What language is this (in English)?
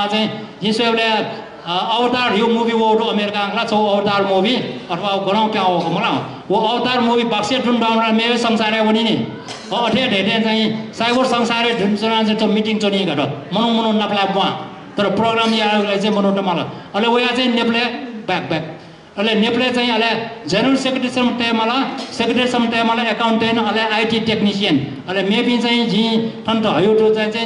Newari